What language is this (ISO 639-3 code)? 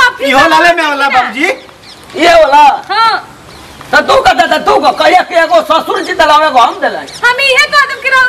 bho